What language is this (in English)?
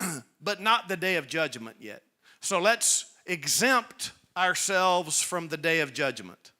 English